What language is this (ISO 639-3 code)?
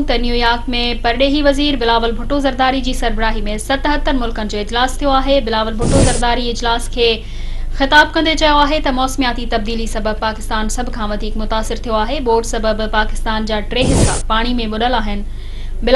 snd